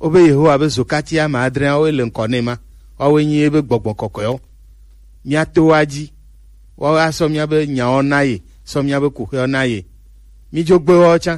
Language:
Gen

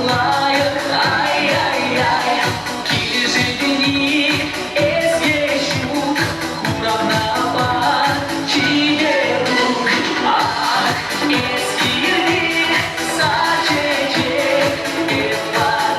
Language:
Chuvash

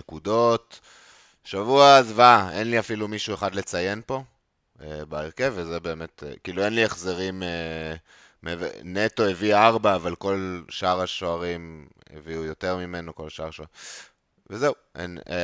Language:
Hebrew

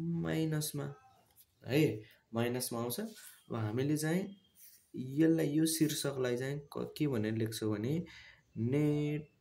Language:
Nepali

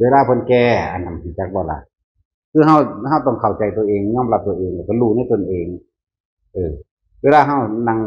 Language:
Northeastern Thai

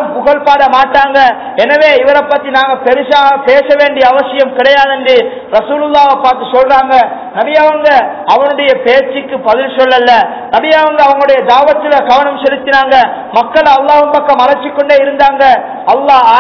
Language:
Tamil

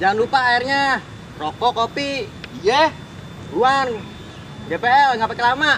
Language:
Betawi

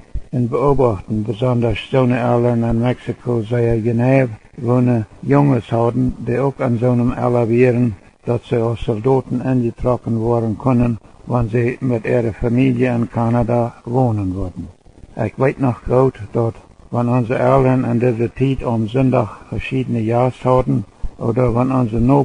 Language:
Plautdietsch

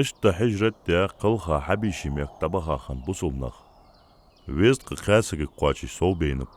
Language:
Ingush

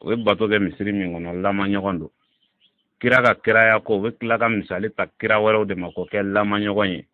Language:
Bambara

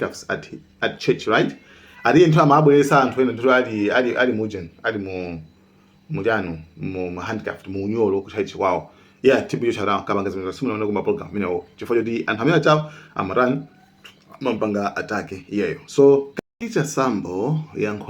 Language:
Nyanja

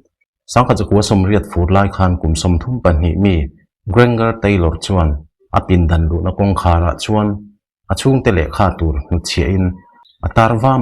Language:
Mizo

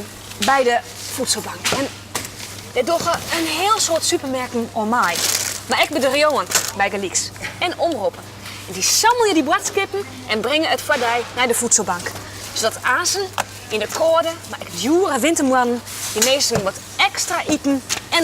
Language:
Western Frisian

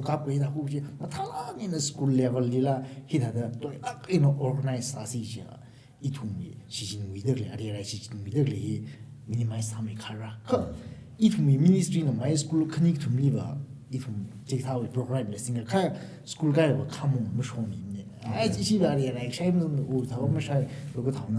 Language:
Tangkhul Naga (India)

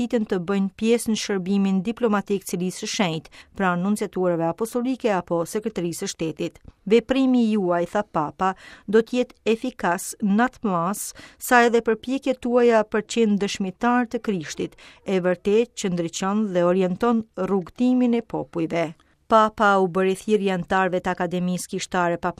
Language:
Albanian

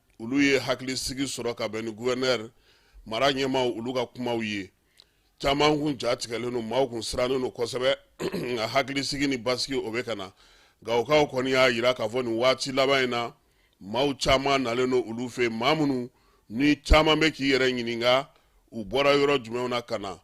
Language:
Bambara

